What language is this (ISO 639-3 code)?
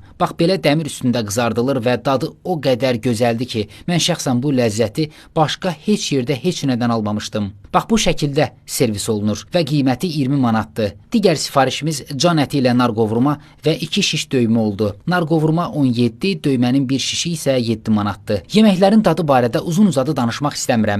aze